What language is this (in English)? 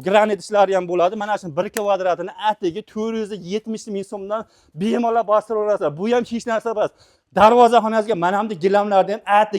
Uzbek